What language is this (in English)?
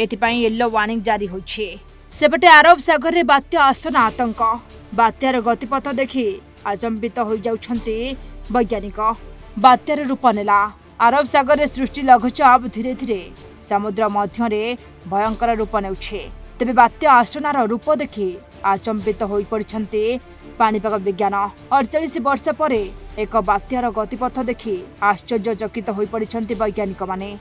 Odia